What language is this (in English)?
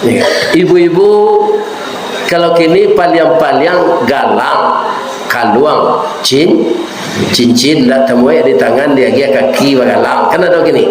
Minangkabau